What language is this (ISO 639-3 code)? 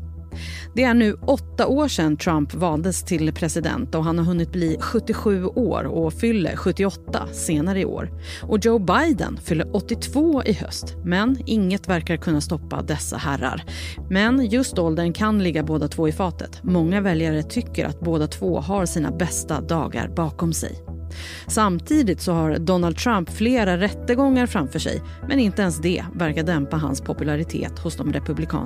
swe